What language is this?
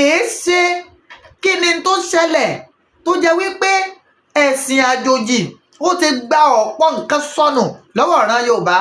Yoruba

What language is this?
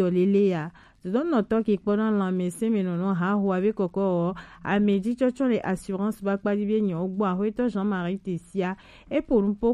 Gen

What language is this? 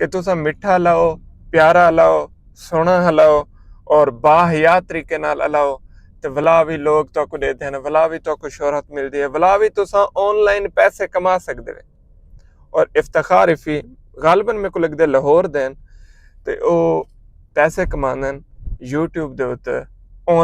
Saraiki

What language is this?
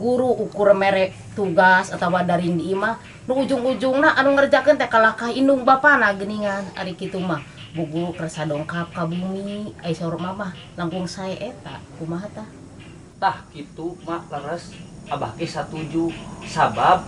Sundanese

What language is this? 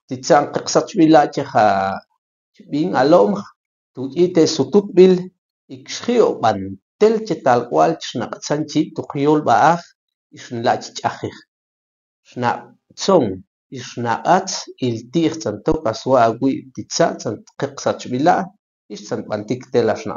Tektiteko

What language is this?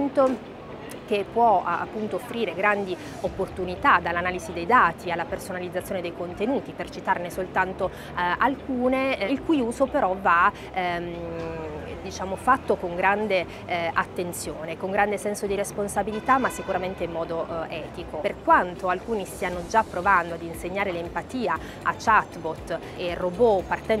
Italian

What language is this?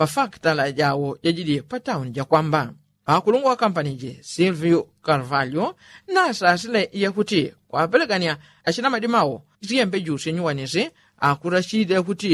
Yao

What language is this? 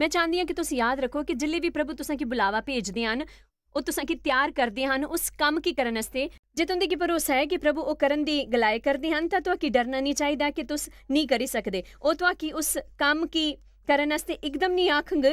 Dogri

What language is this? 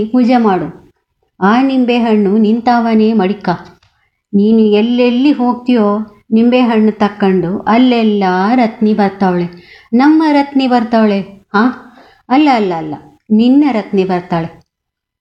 Kannada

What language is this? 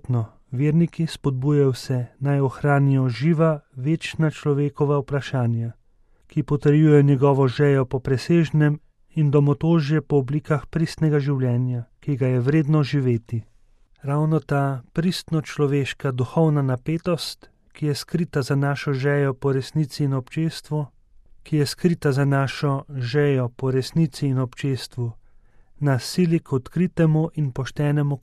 Slovenian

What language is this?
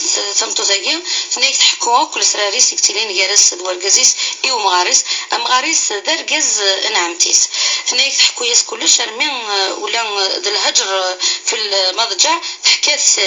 Kabyle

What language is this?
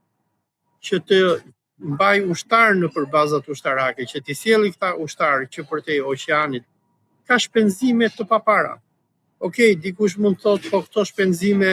Albanian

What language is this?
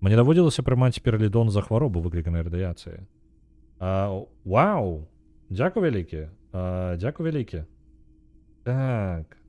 Belarusian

